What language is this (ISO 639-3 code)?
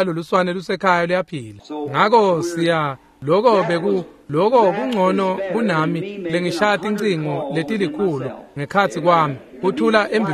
ssw